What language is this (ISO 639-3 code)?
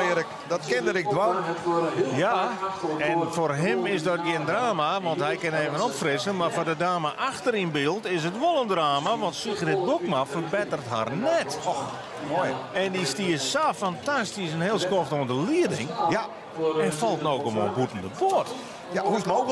fry